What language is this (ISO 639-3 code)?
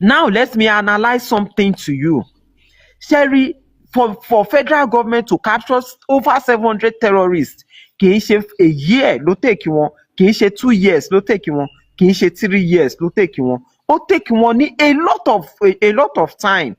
yor